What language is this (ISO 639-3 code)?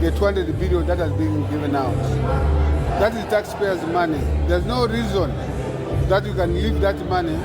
eng